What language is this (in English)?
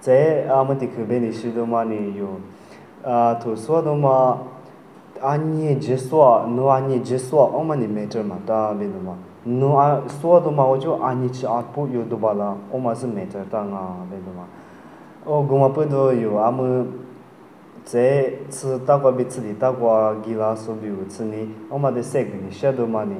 Lisu